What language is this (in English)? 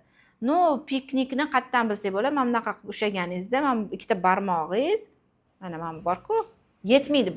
Uzbek